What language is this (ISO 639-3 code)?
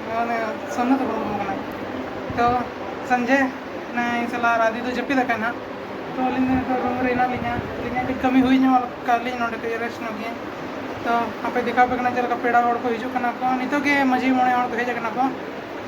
sat